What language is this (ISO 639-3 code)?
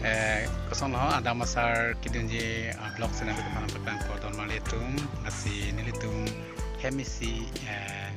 mjw